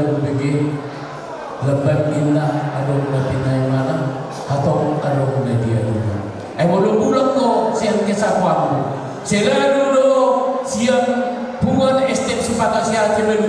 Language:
Batak Toba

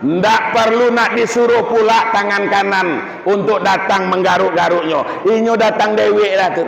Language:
Minangkabau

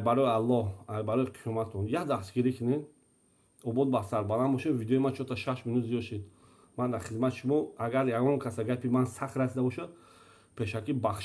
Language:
Tajik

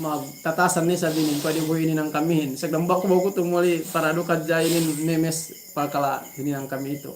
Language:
Yakan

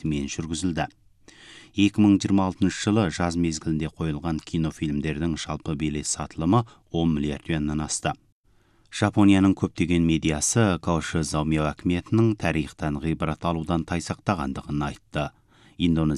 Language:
Kazakh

